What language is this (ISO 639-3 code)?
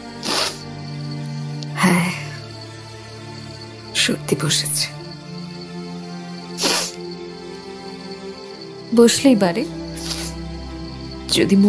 ben